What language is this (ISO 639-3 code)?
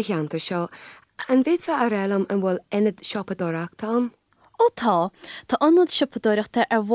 gle